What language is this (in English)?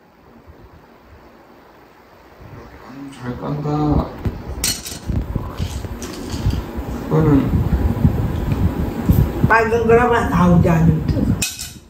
Korean